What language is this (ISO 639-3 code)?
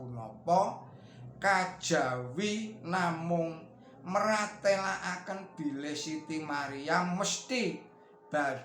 jav